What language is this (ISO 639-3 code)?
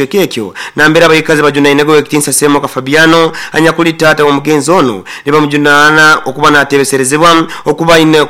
nyo